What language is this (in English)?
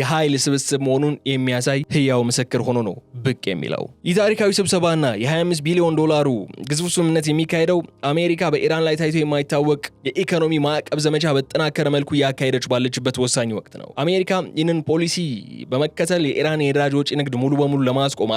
Amharic